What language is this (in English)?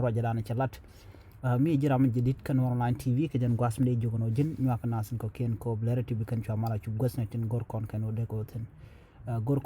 Nuer